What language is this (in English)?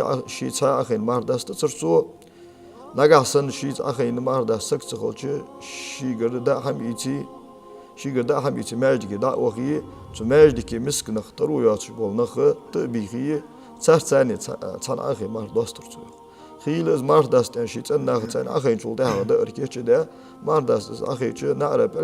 Ingush